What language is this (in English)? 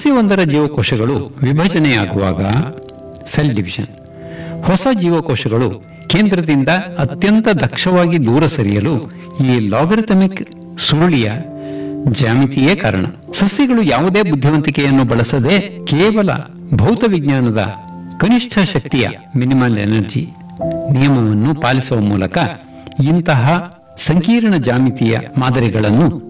Kannada